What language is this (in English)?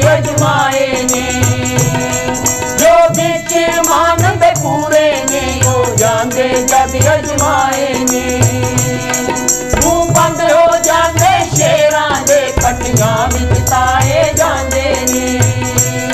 Punjabi